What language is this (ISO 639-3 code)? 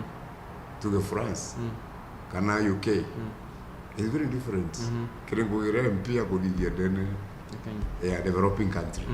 mer